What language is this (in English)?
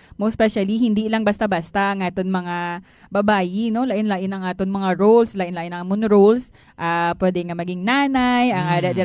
Hiligaynon